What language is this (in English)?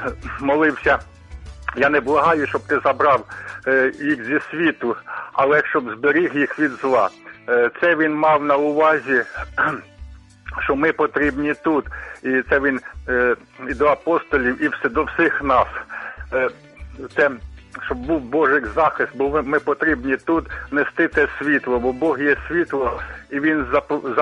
Ukrainian